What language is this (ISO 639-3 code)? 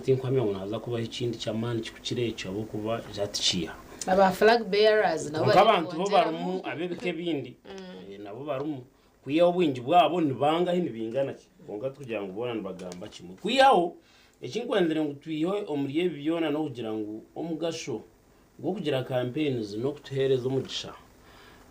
nyn